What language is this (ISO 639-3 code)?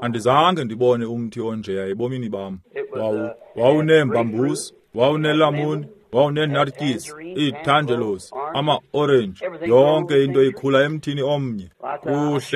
xho